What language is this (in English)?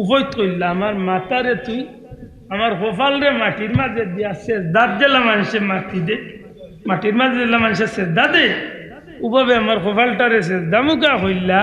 Sylheti